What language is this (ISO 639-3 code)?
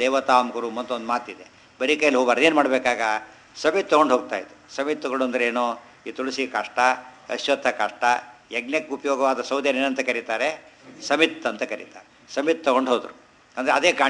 kan